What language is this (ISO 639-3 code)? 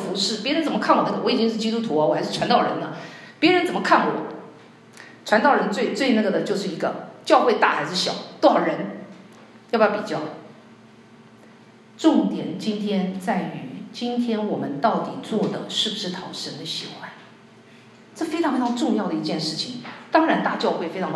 zho